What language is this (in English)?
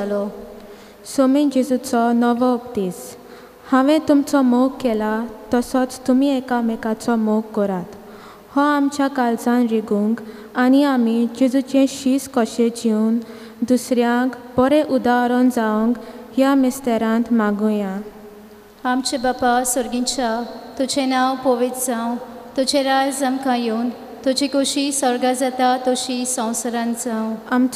Konkani